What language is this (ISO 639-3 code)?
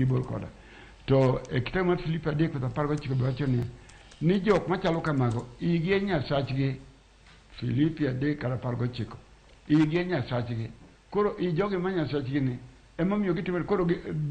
luo